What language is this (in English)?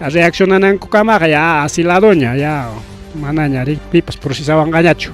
Ayacucho Quechua